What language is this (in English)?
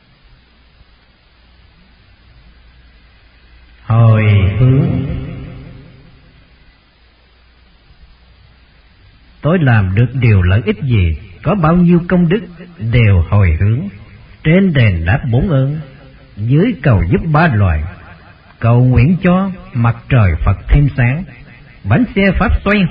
Vietnamese